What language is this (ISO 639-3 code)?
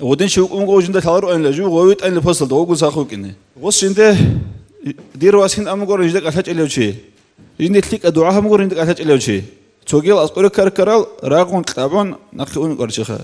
ava